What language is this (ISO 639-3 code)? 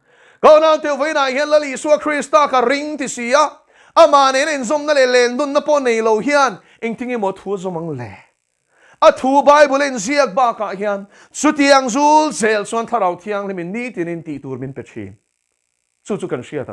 lus